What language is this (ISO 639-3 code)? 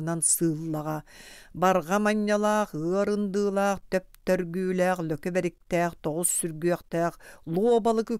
sah